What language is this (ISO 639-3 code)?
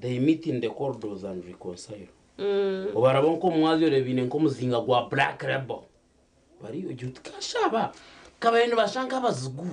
nyn